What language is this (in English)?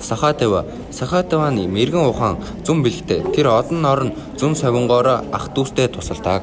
Mongolian